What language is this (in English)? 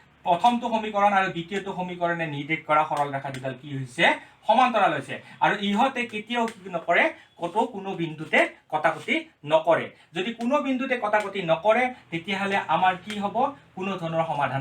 Assamese